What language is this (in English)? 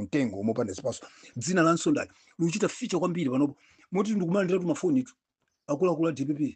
Nyanja